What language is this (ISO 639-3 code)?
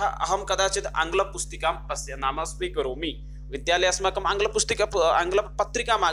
san